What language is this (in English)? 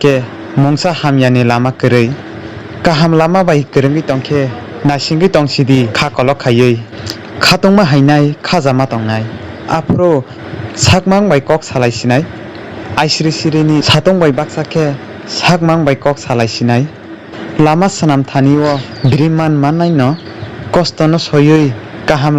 Kok Borok